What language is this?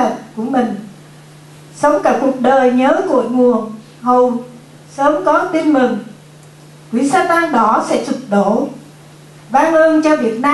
Vietnamese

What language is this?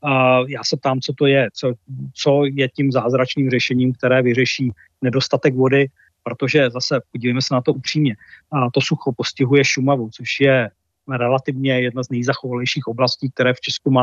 Czech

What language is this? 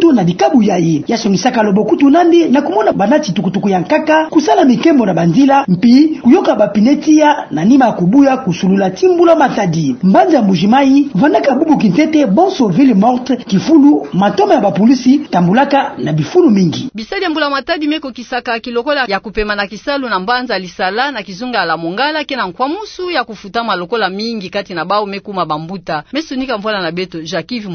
Kituba (Democratic Republic of Congo)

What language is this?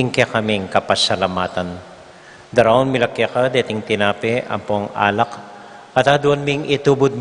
Pampanga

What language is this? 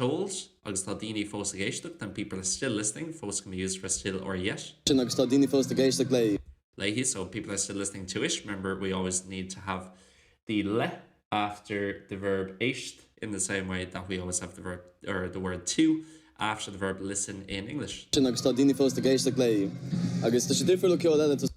Irish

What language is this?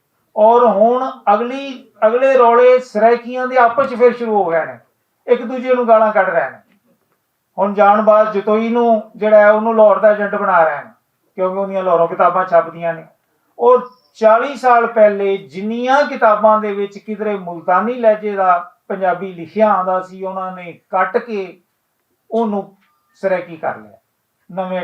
Western Panjabi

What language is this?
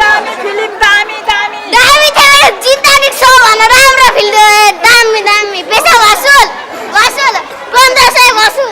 Nepali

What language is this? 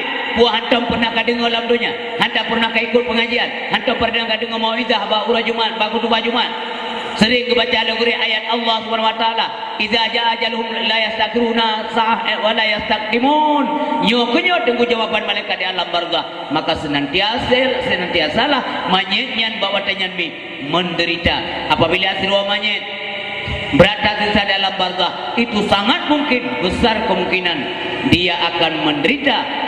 Achinese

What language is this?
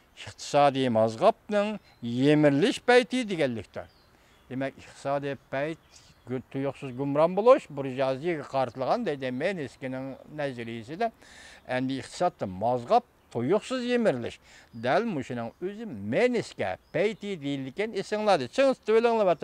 Uyghur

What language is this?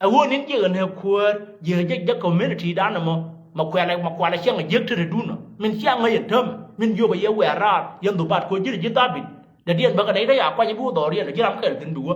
Nuer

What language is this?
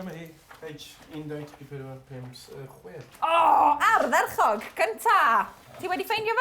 Welsh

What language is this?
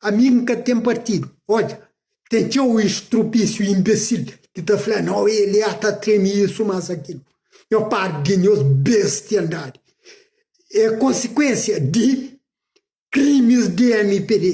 Kabuverdianu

